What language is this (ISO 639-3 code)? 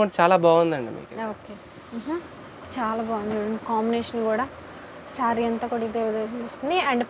tel